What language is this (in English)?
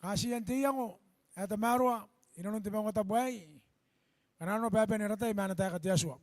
Gilbertese